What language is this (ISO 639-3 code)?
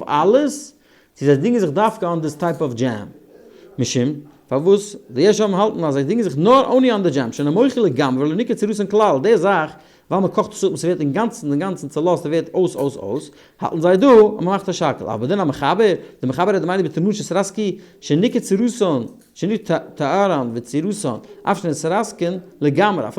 yid